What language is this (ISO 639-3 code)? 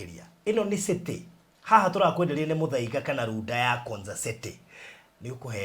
kik